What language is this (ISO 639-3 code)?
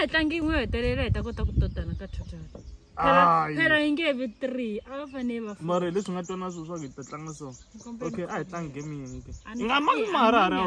tso